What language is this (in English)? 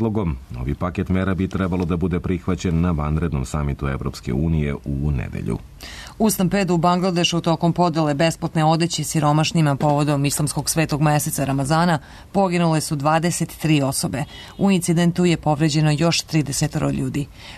Serbian